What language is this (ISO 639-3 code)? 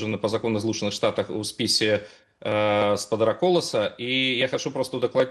bel